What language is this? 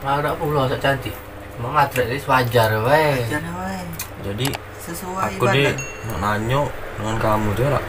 Musi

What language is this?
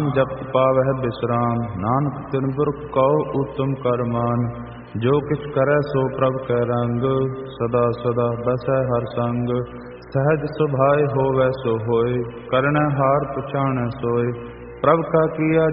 Punjabi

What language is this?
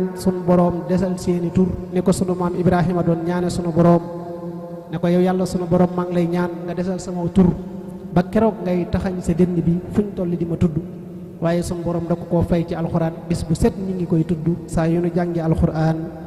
Wolof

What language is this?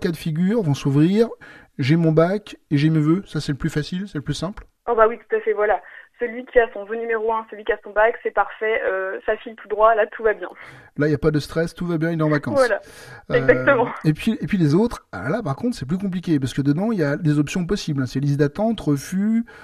French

